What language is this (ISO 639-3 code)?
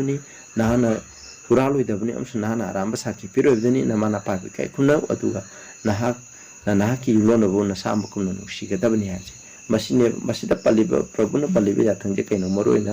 mni